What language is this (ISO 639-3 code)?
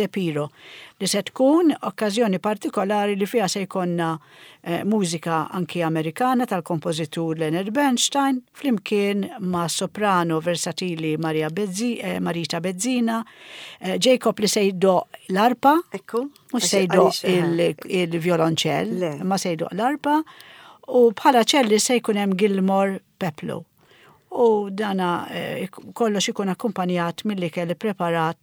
mlt